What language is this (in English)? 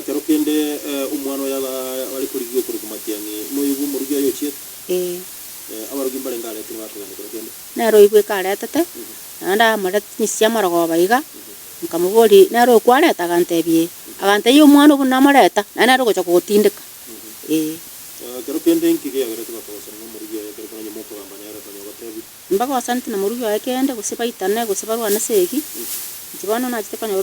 Gusii